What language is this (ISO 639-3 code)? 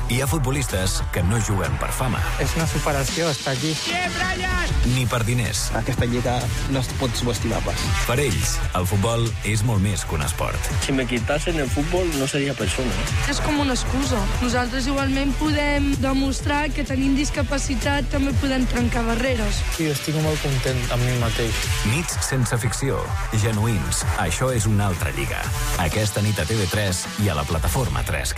cat